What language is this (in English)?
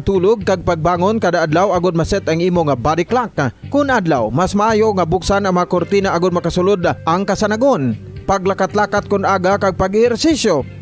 Hiligaynon